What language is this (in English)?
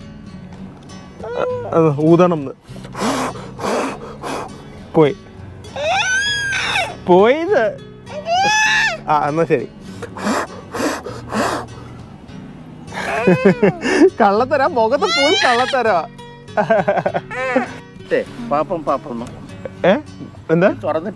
Malayalam